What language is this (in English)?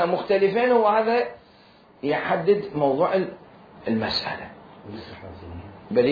Mesopotamian Arabic